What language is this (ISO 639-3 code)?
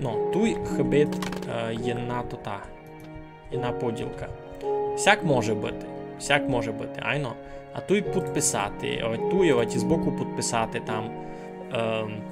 rue